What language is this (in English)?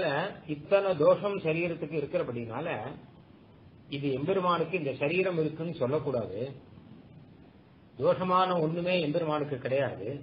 Tamil